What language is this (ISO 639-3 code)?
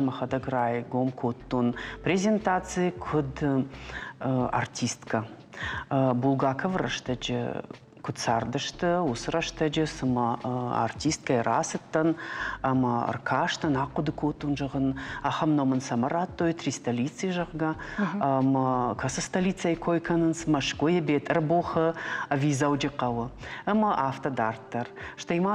oss